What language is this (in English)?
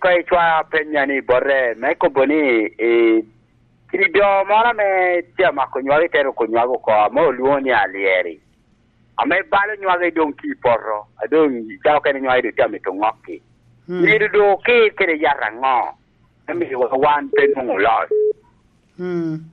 Lango (Uganda)